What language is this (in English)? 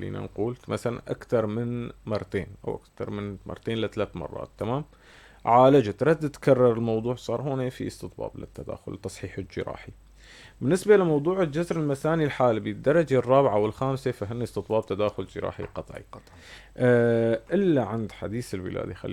North Levantine Arabic